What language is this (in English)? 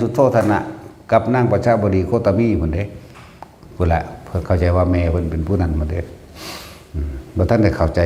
Lao